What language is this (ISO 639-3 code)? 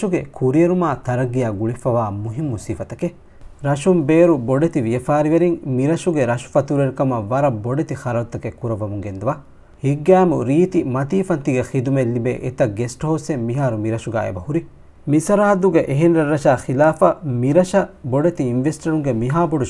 div